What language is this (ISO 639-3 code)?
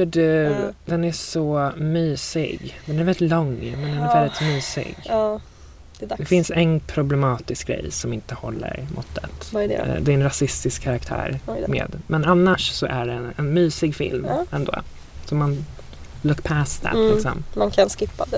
swe